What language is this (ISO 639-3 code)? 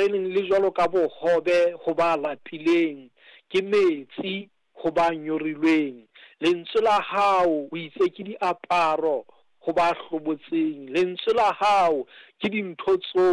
sot